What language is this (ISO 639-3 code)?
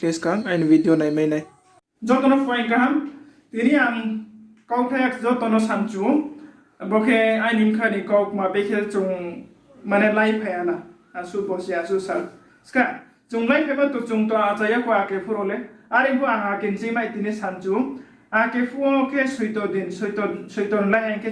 ria